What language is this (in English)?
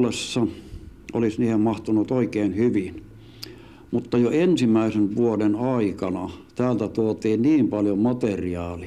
Finnish